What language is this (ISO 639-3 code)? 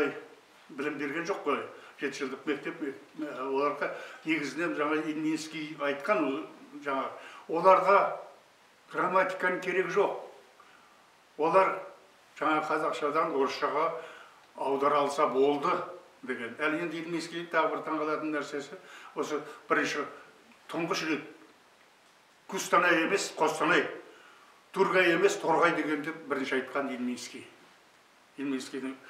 kaz